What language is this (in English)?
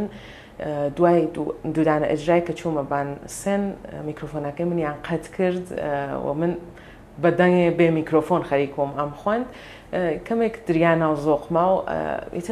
Central Kurdish